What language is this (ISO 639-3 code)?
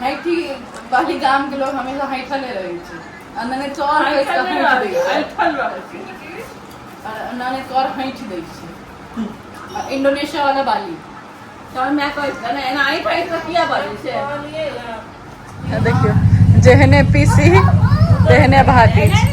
mai